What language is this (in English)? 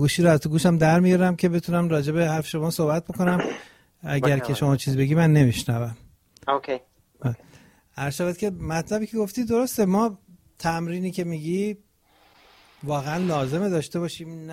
Persian